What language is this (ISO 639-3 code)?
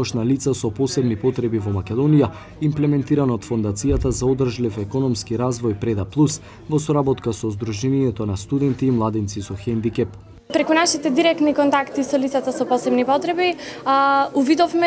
mkd